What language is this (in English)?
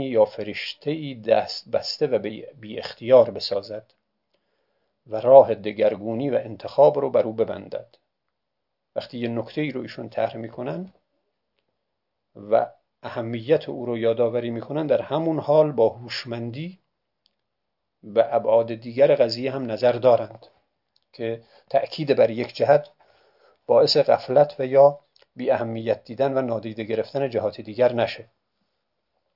Persian